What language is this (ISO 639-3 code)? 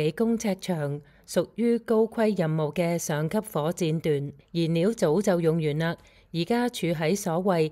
yue